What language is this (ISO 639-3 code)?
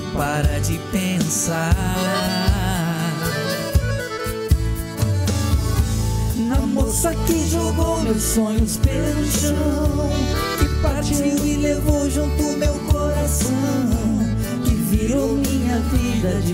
por